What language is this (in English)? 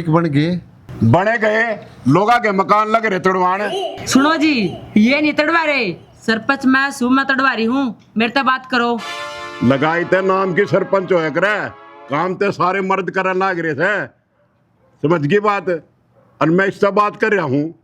Haryanvi